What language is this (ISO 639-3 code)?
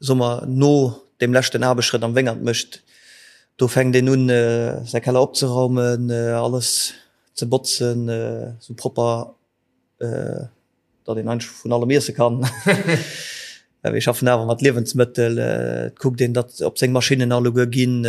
ltz